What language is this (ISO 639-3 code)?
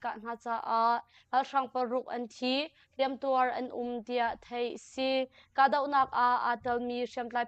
cnh